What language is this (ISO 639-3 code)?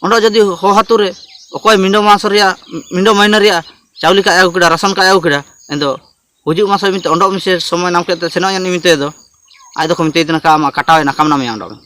hoc